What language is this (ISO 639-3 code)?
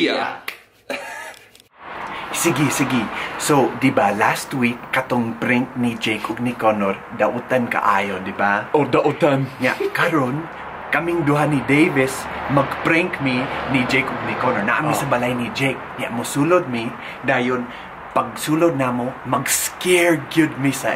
ceb